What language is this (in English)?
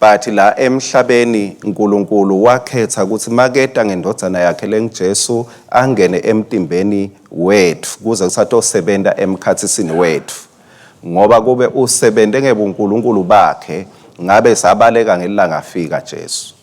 Swati